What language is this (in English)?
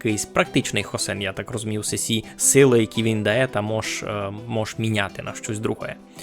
Rusyn